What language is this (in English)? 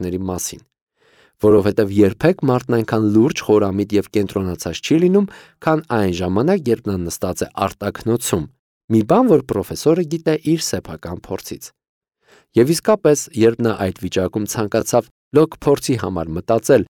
Armenian